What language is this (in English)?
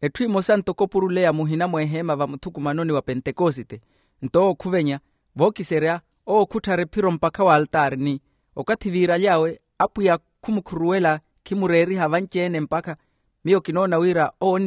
Makhuwa